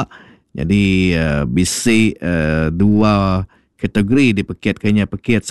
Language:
Iban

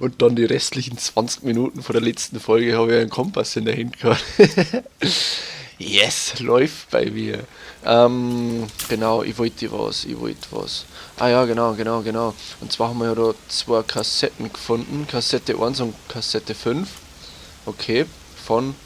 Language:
Bavarian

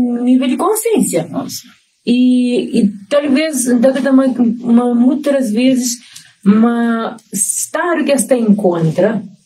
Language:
Kabuverdianu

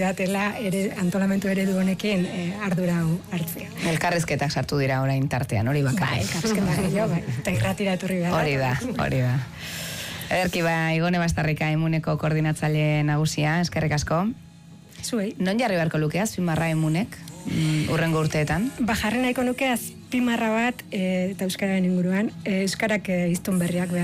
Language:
Basque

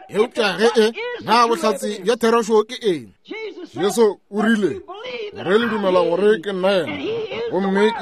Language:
Northern Sotho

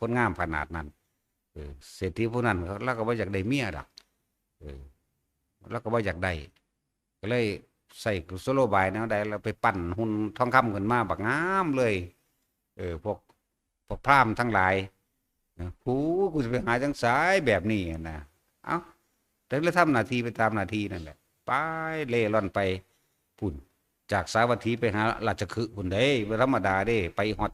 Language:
Northeastern Thai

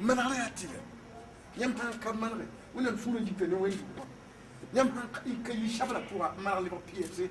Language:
Mossi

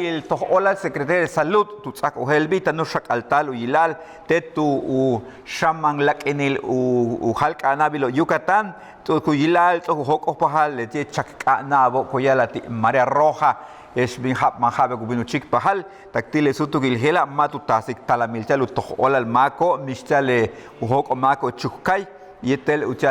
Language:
Yucateco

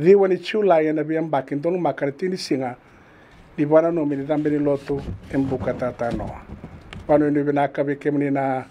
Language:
Fijian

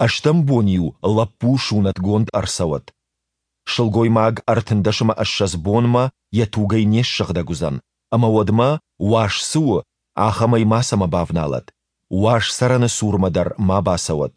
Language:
Ossetic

